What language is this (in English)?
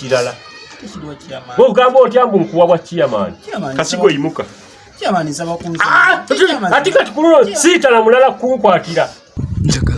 Ganda